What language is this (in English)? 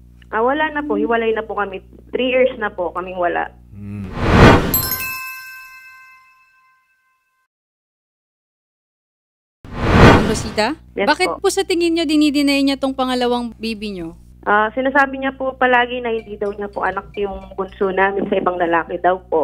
Filipino